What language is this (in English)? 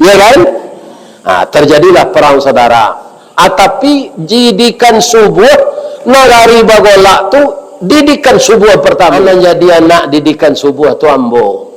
Minangkabau